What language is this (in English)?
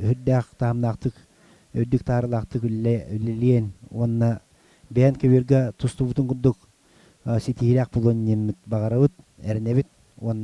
Yakut